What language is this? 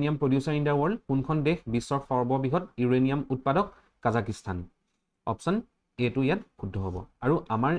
Assamese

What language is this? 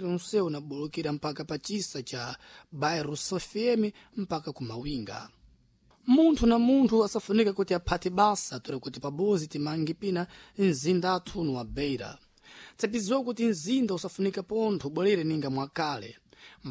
Sena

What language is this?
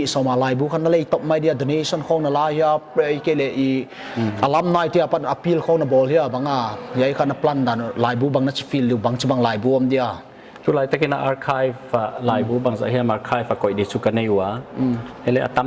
Paite Chin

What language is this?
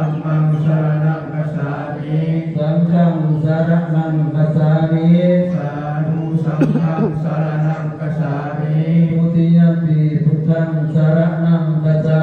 Pali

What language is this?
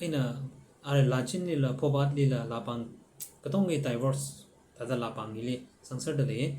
Tangkhul Naga (India)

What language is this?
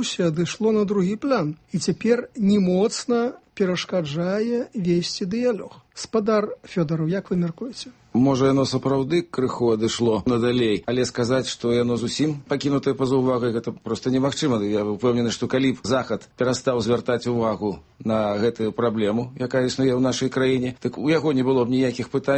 Belarusian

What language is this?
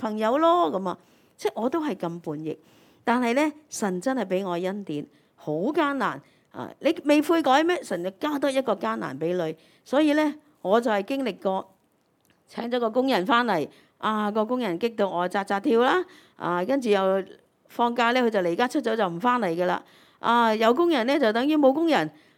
Cantonese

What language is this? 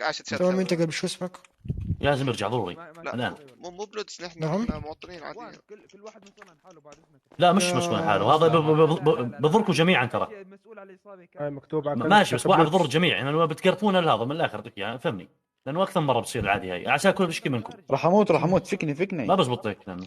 North Levantine Arabic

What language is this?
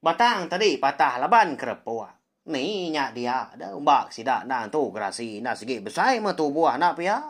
Iban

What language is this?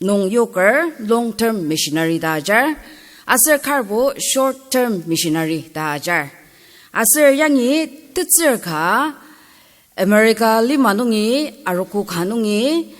Ao Naga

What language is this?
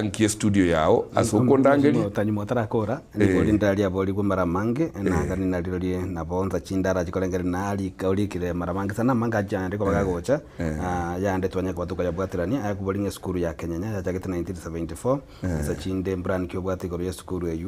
Gusii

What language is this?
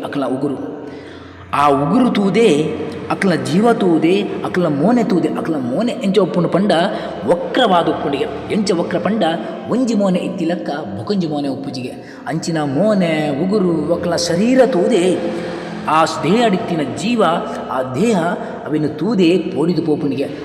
Tulu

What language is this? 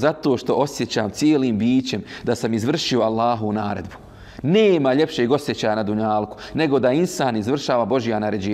Bosnian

